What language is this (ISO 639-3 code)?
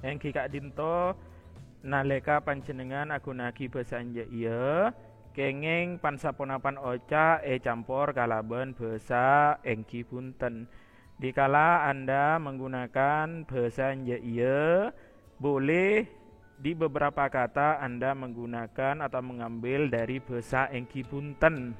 mad